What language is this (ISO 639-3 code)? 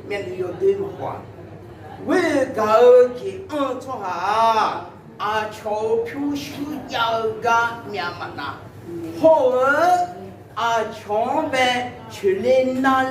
ahk